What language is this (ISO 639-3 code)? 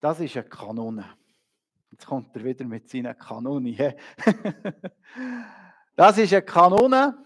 gsw